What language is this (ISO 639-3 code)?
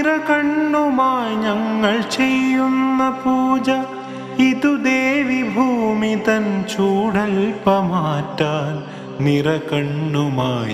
mal